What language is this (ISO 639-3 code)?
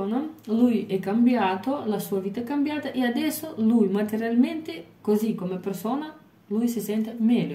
ita